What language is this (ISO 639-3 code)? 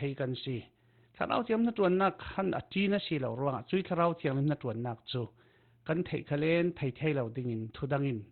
cfm